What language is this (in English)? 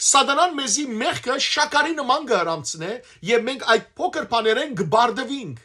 Western Armenian